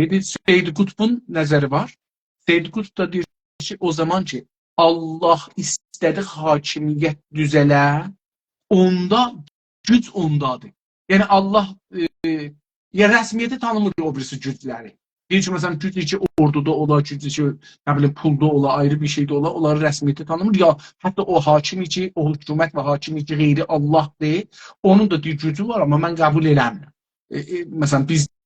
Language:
South Azerbaijani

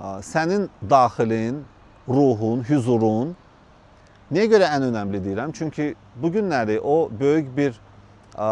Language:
Azerbaijani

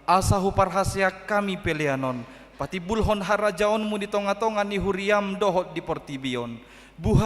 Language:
Batak Toba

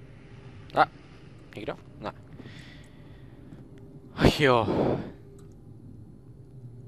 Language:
Czech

